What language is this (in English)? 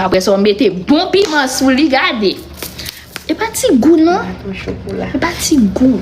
Haitian Creole